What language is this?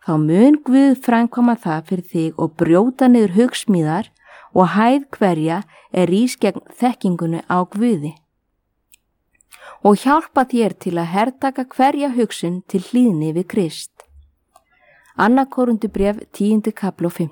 Icelandic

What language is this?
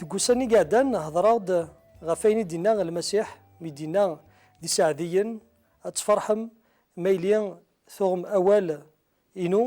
Kabyle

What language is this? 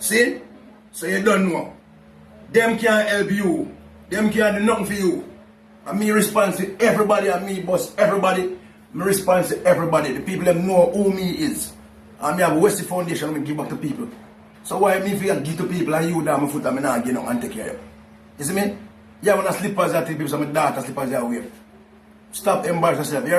Jamaican Creole English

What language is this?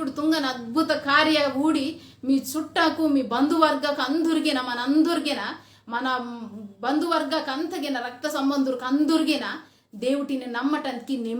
Koya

